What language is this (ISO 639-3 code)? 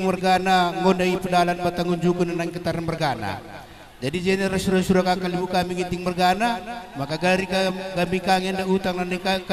btx